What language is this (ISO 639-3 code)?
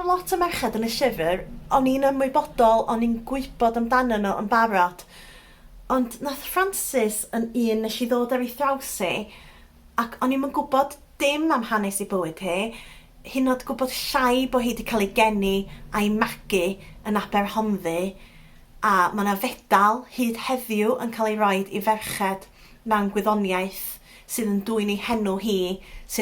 cym